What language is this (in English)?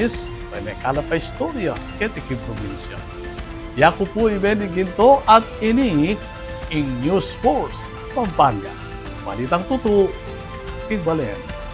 Pampanga